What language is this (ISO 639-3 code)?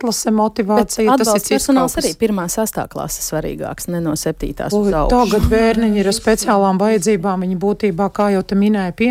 lav